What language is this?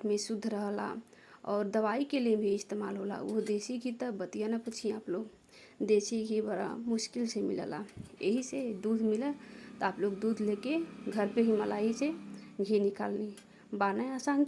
Bhojpuri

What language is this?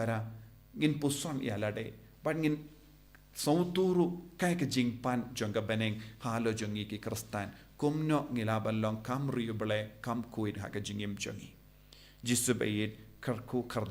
Khasi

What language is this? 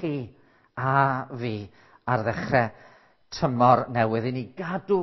Welsh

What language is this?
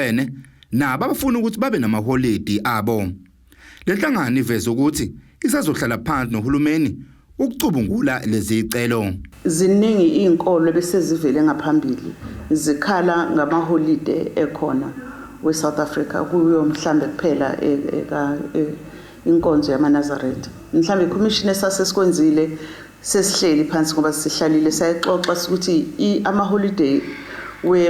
Zulu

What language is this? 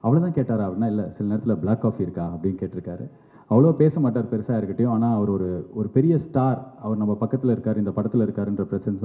Tamil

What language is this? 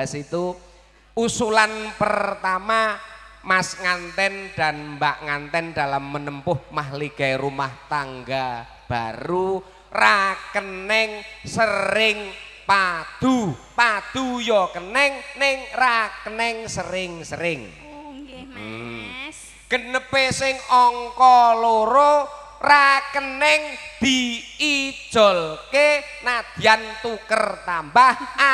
Javanese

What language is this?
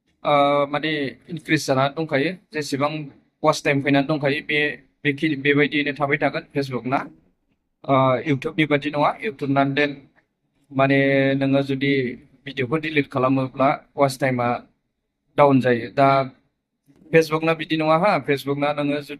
Bodo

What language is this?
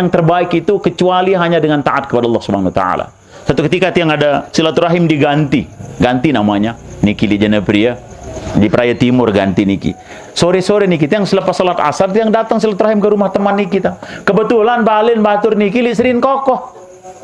Sasak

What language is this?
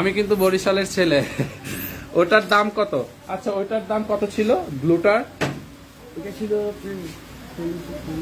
Bangla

